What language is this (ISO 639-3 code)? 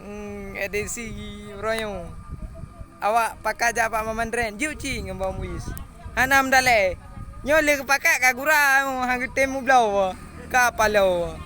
ace